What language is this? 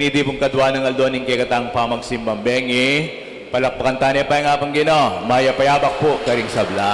Pampanga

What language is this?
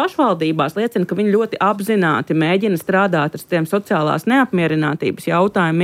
Latvian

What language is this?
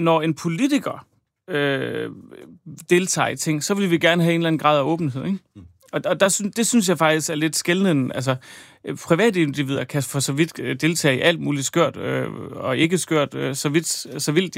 Danish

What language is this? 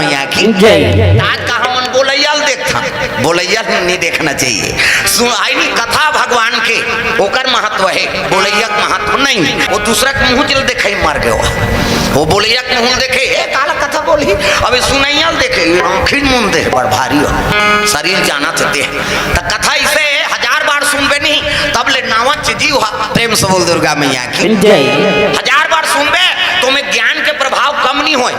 Chhattisgarhi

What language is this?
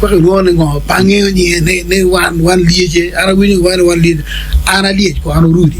Acoli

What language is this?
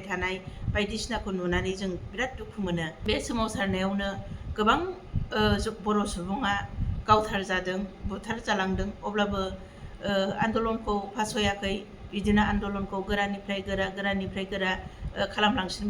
Bodo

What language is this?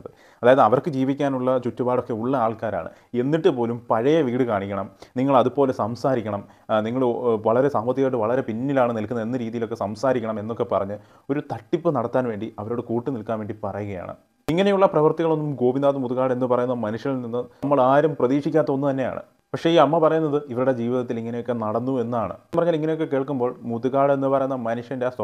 Malayalam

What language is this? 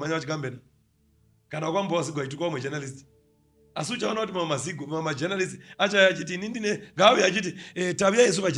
Shona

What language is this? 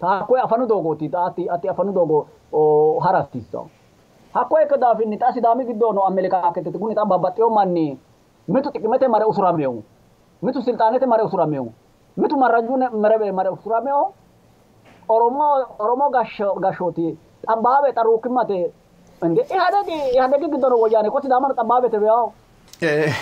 Sidamo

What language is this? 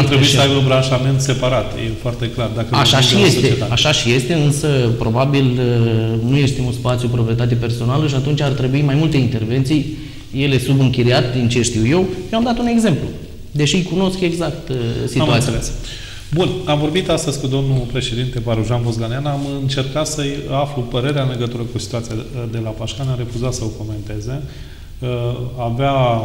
Romanian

